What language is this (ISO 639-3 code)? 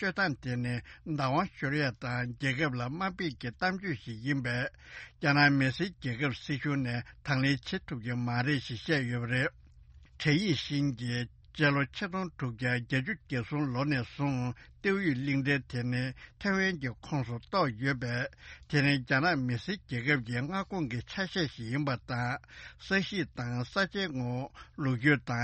bod